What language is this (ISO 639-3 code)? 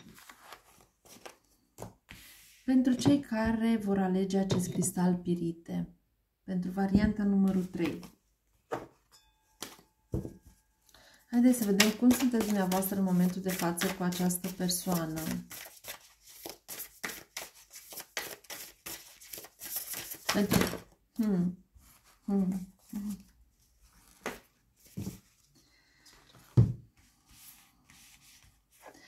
ron